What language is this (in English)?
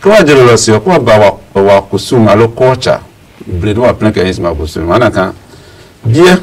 Adangme